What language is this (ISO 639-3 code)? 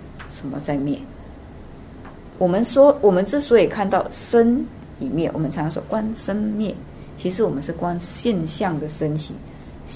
zho